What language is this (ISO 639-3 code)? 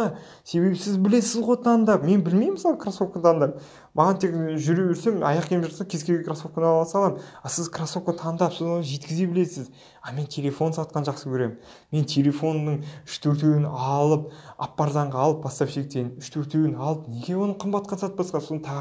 kaz